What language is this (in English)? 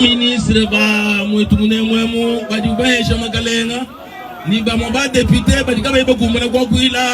Luba-Lulua